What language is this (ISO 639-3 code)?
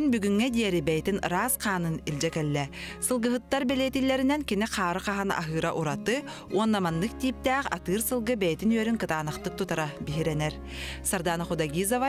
sah